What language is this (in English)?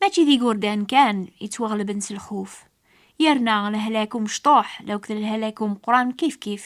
Kabyle